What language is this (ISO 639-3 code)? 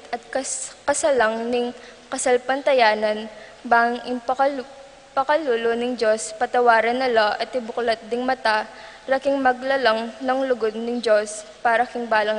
pam